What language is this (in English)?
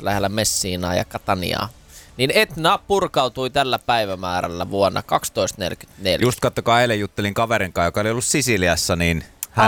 Finnish